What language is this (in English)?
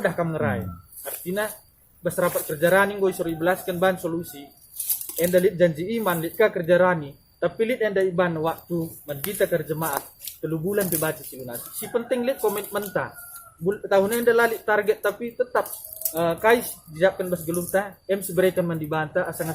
Batak Karo